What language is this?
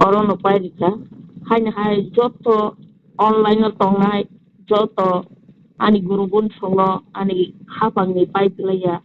Kok Borok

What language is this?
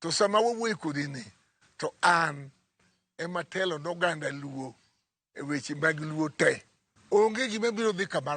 Luo (Kenya and Tanzania)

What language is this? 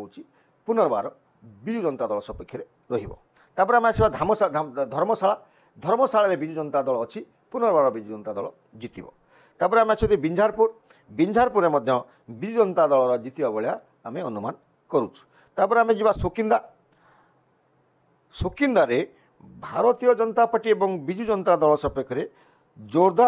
Odia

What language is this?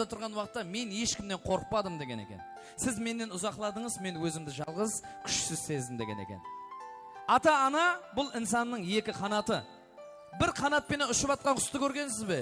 Kara-Kalpak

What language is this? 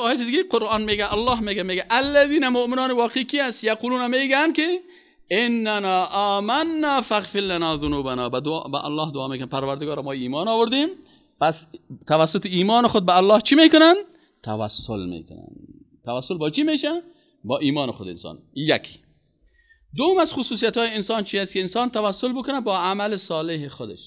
Persian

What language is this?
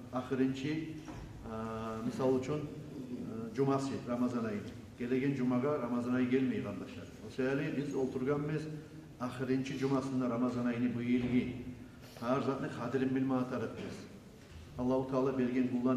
Kumyk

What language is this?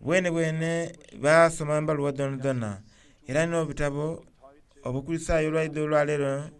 Soga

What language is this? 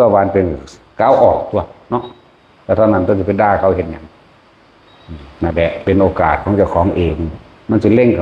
Northeastern Thai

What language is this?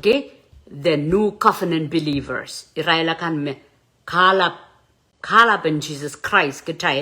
Pohnpeian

